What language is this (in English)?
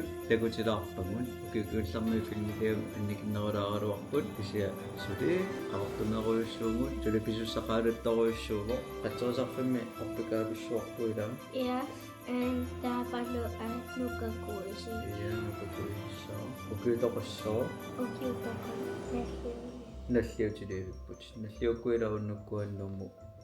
Kalaallisut